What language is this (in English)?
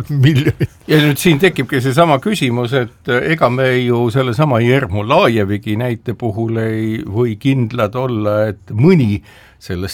Estonian